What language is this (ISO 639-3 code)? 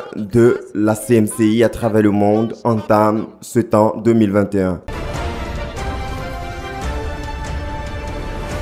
fra